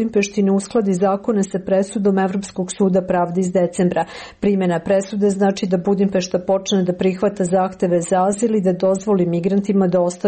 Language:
Serbian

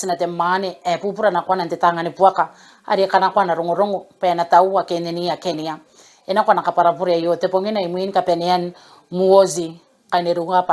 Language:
Gilbertese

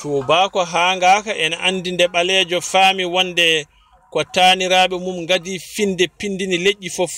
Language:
Fula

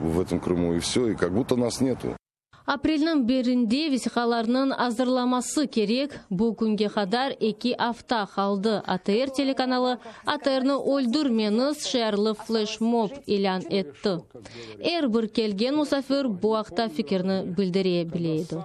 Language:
Crimean Tatar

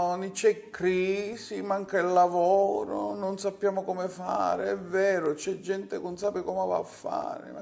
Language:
Sicilian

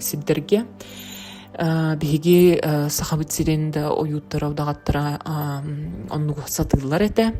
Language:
Yakut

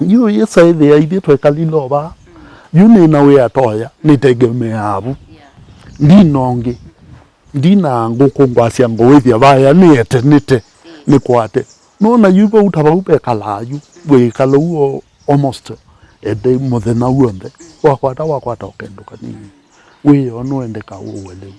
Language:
Kamba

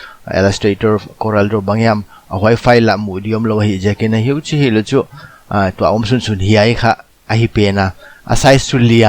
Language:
Paite Chin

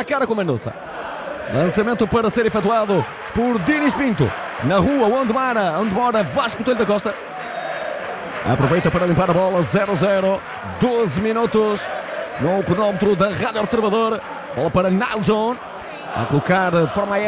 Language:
Portuguese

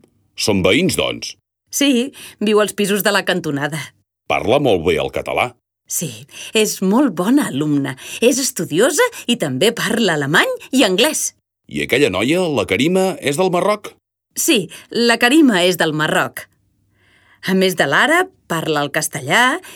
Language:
Catalan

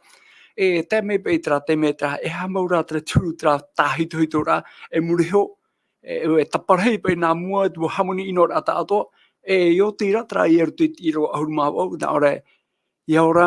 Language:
Tahitian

